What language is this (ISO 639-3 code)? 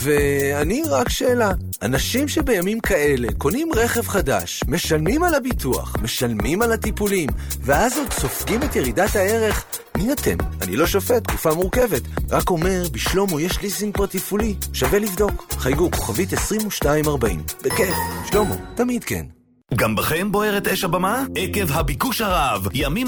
heb